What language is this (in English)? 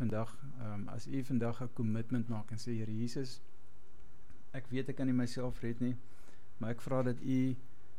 Afrikaans